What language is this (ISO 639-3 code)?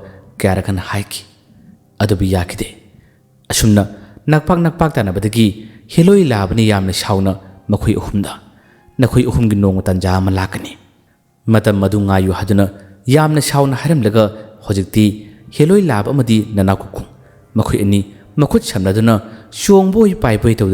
mni